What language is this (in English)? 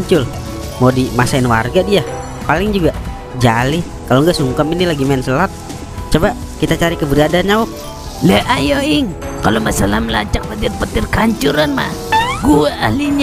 Betawi